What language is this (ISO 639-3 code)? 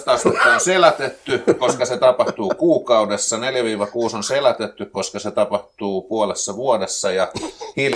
fin